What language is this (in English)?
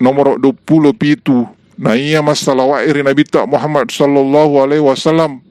Buginese